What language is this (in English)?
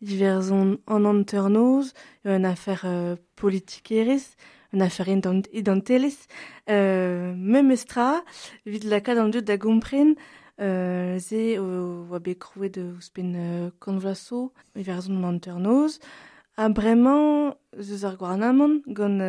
Breton